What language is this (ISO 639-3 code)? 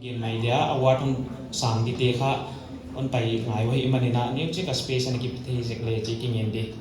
pck